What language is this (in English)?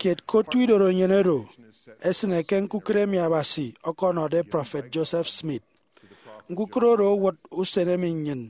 Efik